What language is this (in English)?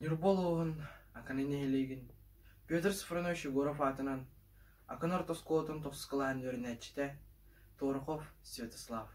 Yakut